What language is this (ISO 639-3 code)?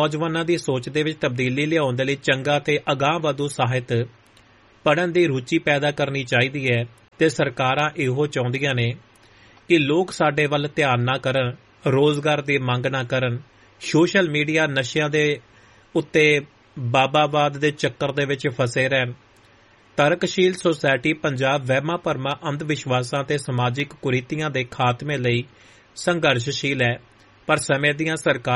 pan